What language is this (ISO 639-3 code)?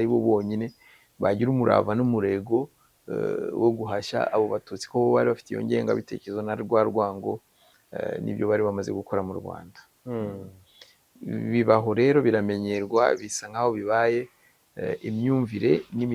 kin